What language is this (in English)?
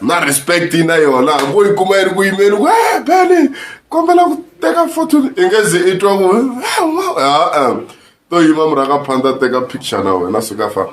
Tsonga